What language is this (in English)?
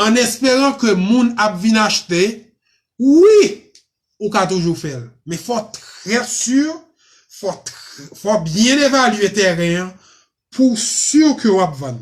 Haitian Creole